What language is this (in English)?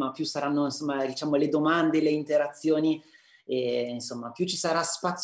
Italian